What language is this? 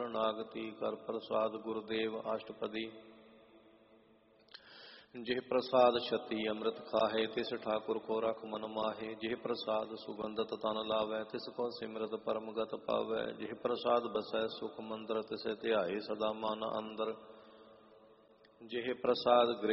Punjabi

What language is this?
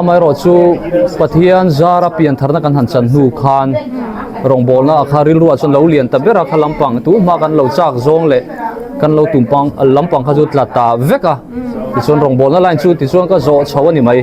Mizo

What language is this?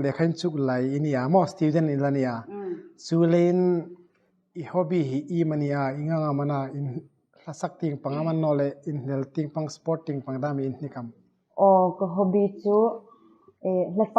Hmar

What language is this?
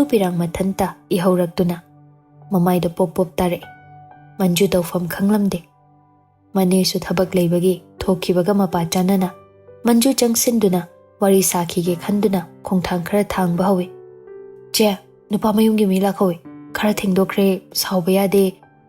Manipuri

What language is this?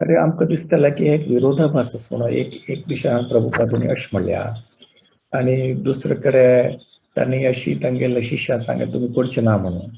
Konkani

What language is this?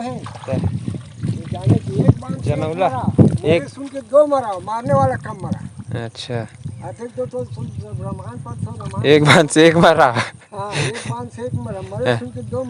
Chhattisgarhi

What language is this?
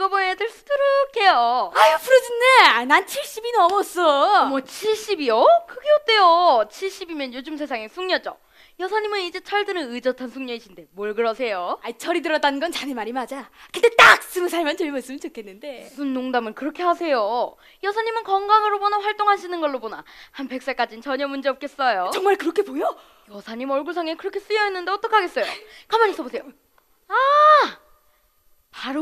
Korean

